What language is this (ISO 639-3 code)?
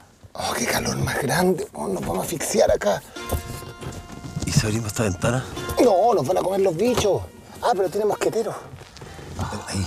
spa